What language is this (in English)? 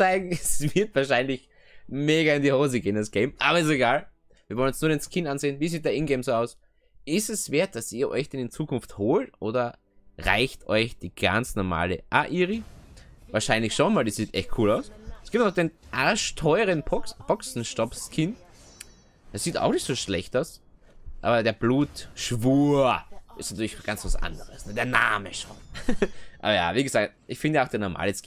German